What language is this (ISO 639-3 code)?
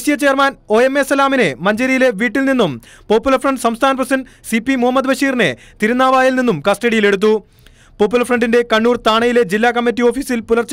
mal